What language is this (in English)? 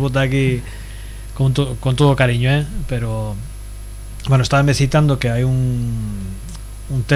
Galician